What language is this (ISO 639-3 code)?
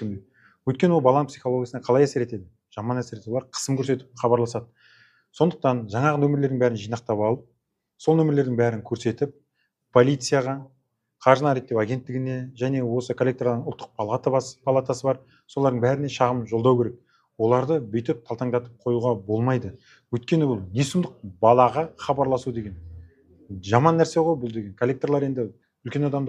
kaz